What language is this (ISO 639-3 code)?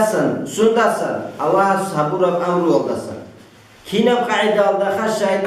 ava